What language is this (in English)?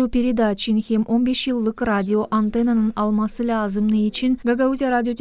Gagauz